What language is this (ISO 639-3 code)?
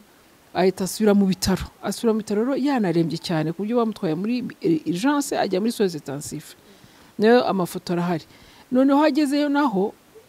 kin